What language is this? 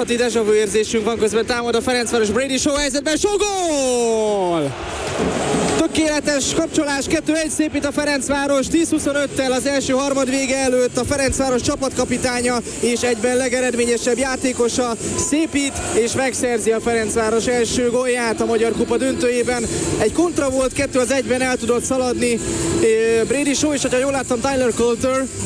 Hungarian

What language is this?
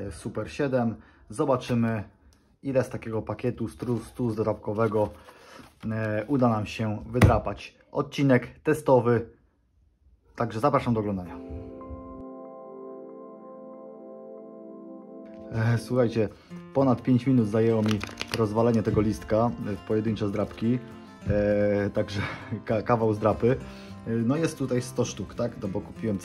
Polish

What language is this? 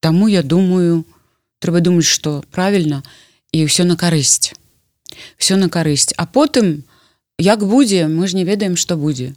Belarusian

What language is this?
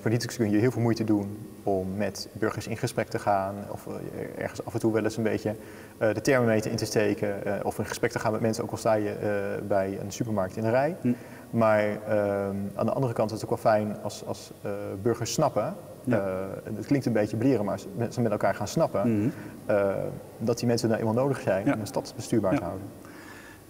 Dutch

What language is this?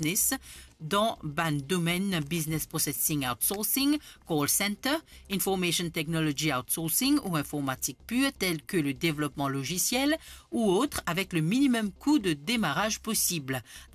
Morisyen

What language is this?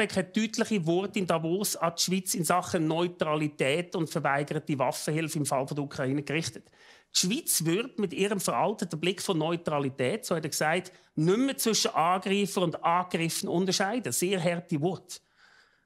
Swiss German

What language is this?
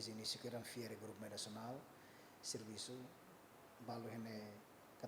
Tetum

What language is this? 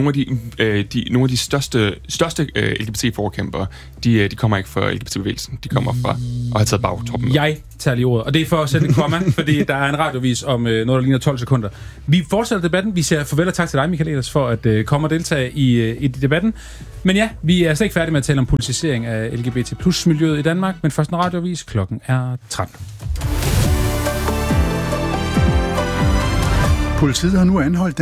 Danish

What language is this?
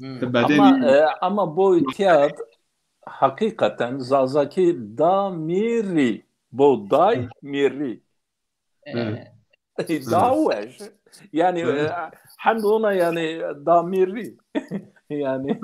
Zaza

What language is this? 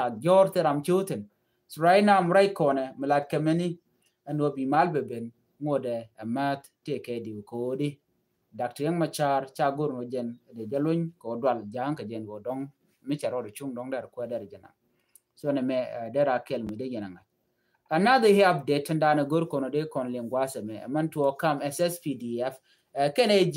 Nuer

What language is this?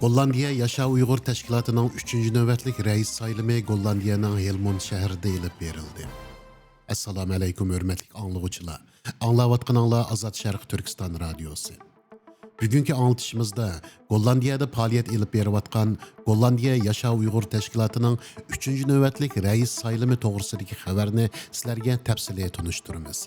Uyghur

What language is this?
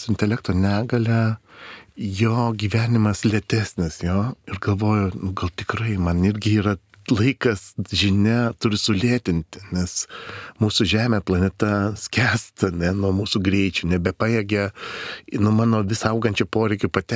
Lithuanian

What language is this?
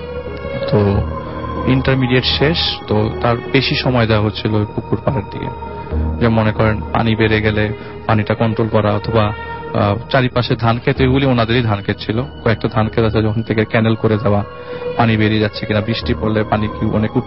Bangla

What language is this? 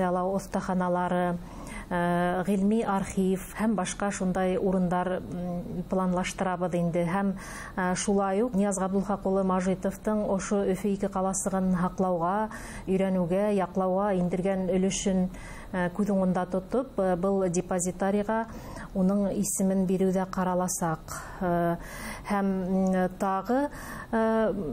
Bashkir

